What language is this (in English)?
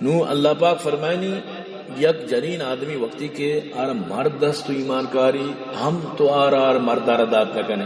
Baluchi